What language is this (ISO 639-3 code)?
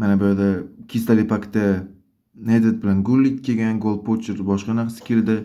uzb